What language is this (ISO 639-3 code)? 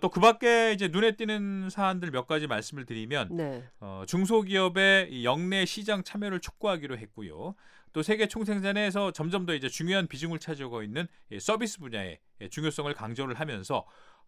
kor